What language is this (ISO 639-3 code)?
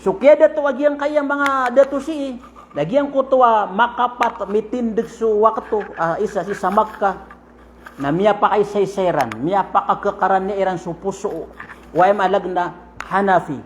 mrw